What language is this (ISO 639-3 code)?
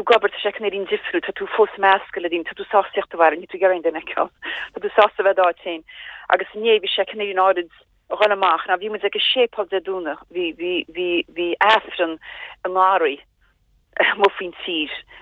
gle